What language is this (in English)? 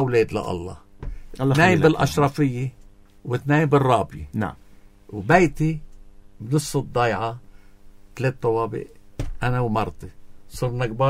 North Levantine Arabic